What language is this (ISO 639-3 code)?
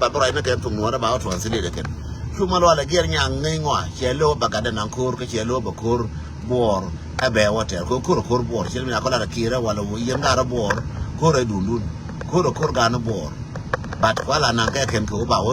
nus